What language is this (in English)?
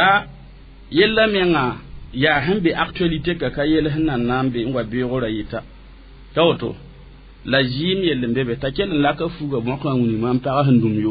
Mossi